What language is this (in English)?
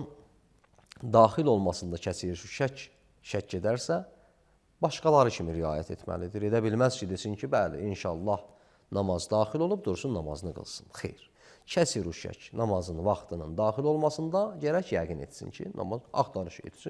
Azerbaijani